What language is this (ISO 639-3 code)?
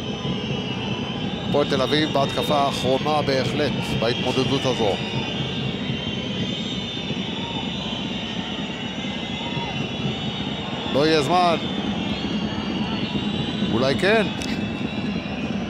heb